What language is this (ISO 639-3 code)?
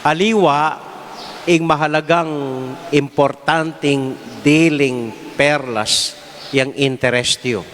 pam